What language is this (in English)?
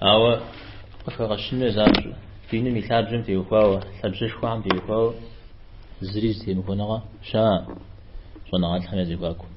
Kabardian